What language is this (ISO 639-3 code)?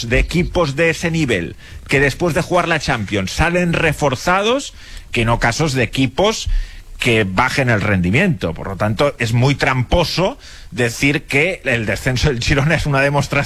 spa